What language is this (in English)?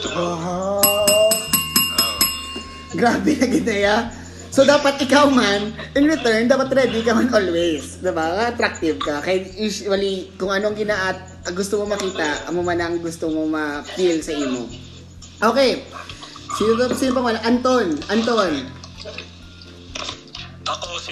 Filipino